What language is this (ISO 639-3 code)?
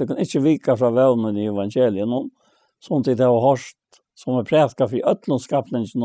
fao